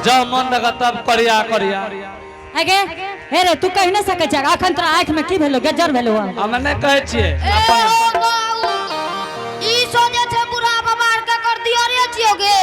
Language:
Angika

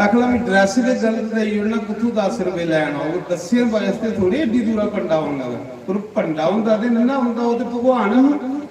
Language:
Dogri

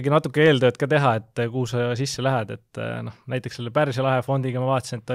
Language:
Estonian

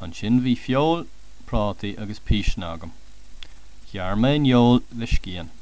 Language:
Irish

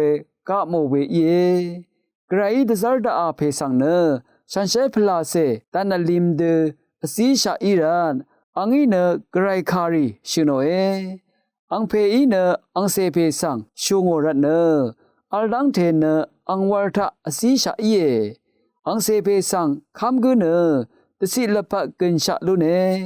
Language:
Rawang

